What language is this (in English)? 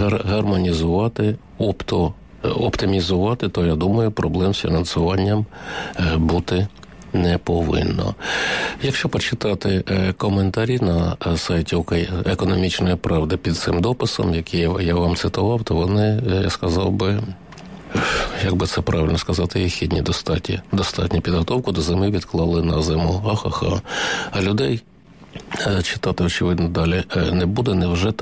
Ukrainian